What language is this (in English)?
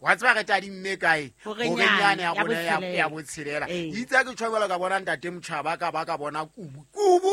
Southern Sotho